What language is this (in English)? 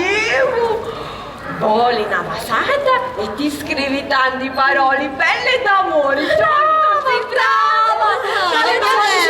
Sicilian